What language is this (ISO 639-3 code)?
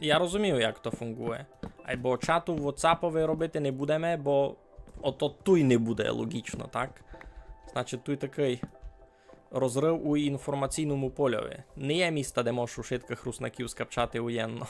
rue